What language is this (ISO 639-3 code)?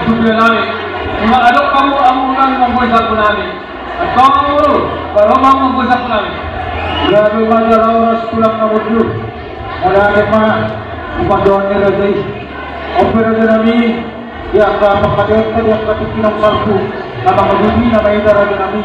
bbc